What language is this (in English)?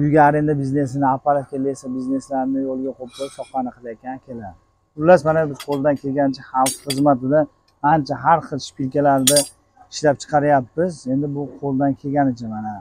Uzbek